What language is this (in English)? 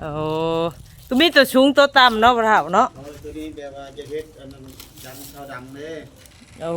Northeastern Thai